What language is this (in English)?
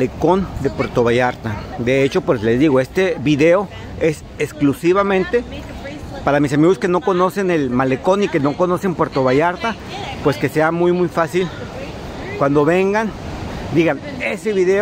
Spanish